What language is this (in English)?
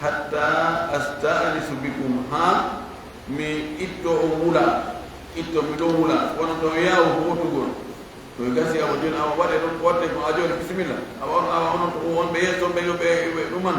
Fula